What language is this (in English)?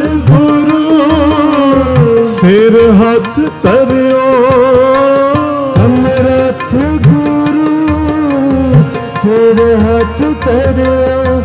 Punjabi